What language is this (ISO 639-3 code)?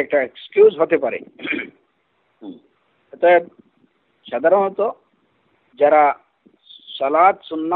ben